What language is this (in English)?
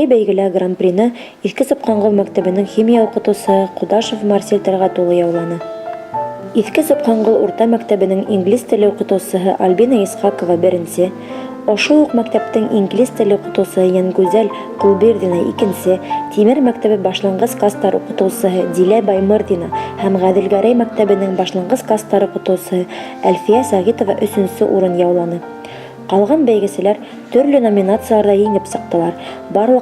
Bashkir